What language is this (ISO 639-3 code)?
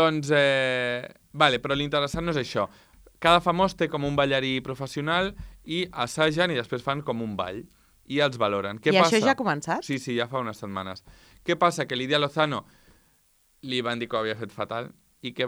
cat